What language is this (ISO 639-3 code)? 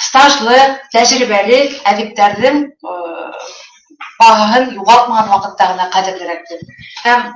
bak